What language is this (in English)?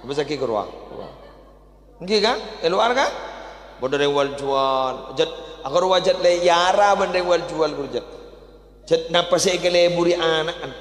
Madurese